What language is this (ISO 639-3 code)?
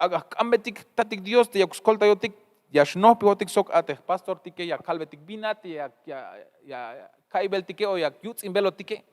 tzh